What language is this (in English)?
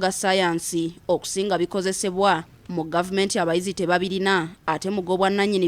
Ganda